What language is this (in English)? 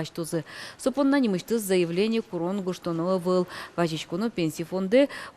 Udmurt